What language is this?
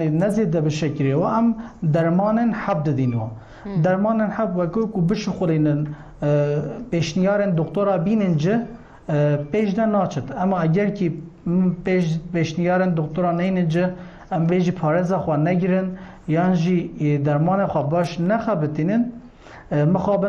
Kurdish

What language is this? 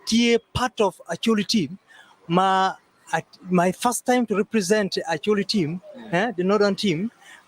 Acoli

